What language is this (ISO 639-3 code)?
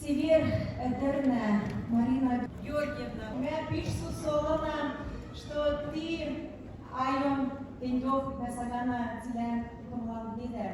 mrj